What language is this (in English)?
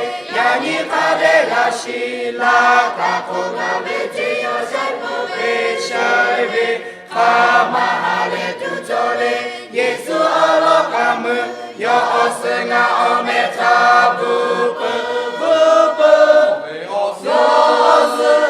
Lahu